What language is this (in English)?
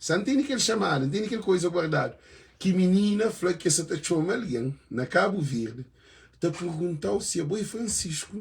Kabuverdianu